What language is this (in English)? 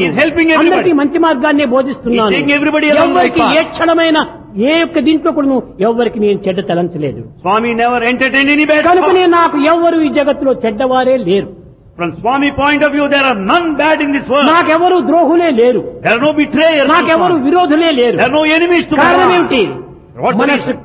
Telugu